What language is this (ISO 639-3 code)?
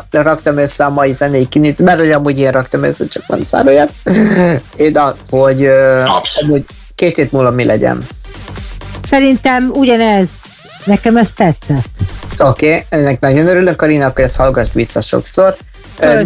hun